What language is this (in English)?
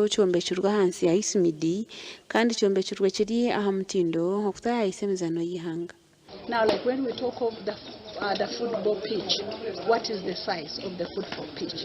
Nyankole